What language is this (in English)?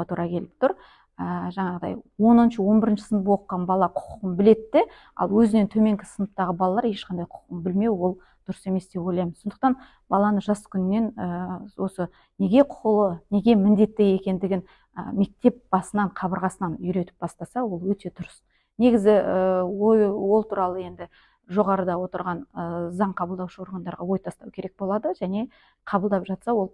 Kazakh